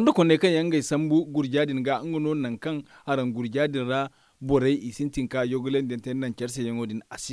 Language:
Zarma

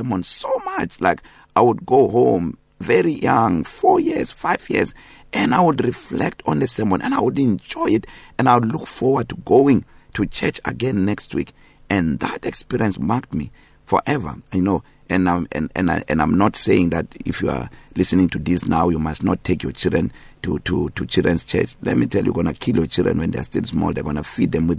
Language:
English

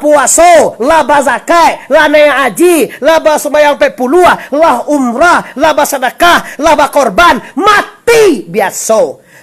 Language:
Minangkabau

